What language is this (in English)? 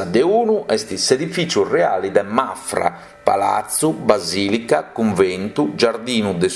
Sardinian